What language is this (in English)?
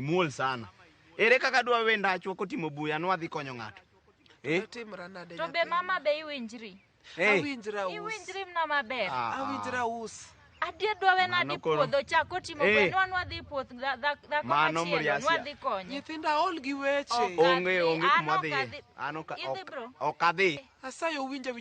Luo (Kenya and Tanzania)